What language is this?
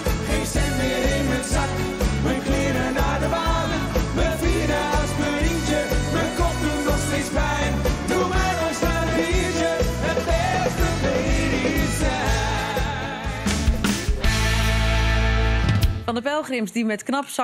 Dutch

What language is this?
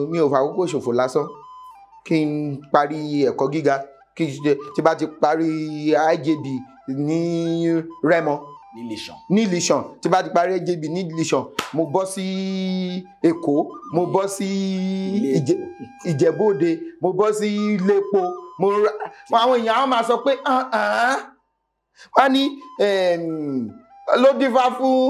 Yoruba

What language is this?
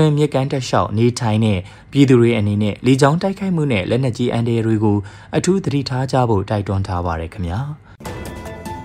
Burmese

